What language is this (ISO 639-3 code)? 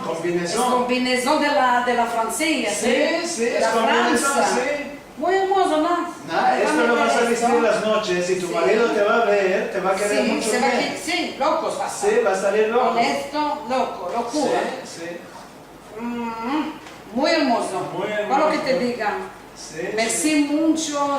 lad